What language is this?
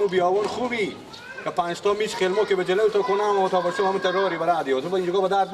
Persian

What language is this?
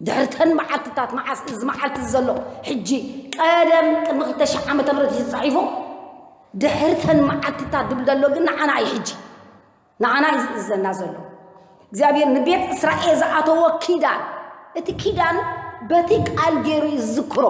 Tigrinya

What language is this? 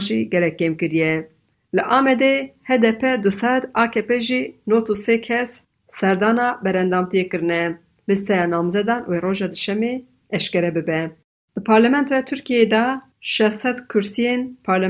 Kurdish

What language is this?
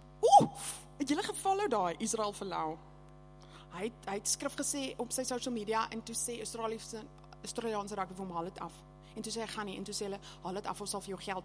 Afrikaans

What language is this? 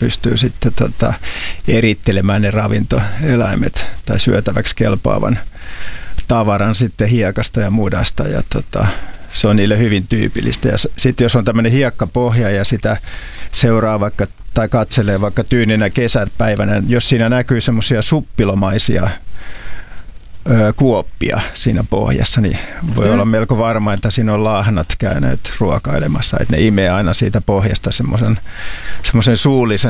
Finnish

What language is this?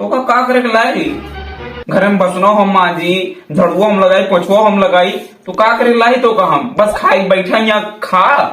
Awadhi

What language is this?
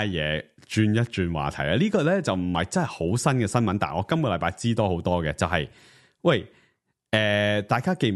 Cantonese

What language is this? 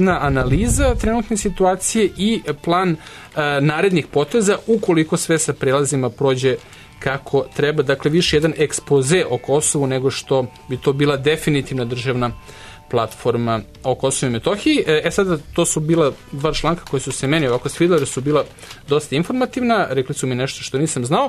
Serbian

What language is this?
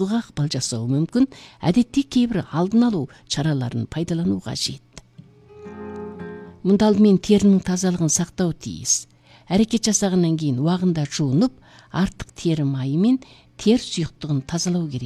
Kazakh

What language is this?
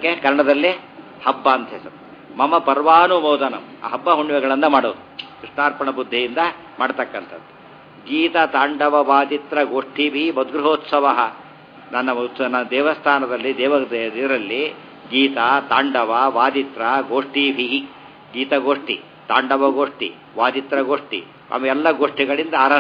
Kannada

